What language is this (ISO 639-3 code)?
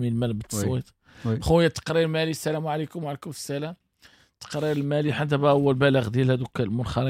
ary